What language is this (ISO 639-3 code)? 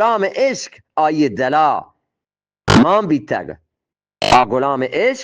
bgp